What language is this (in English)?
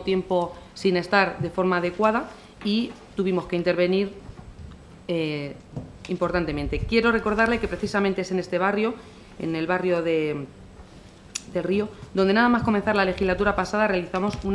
Spanish